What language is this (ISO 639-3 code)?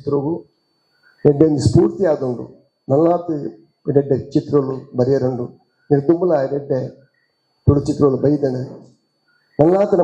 tcy